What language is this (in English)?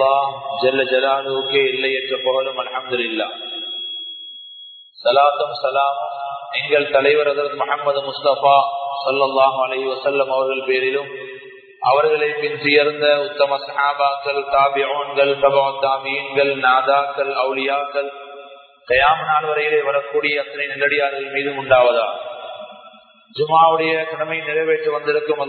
Tamil